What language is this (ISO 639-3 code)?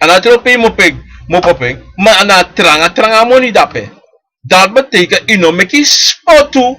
srn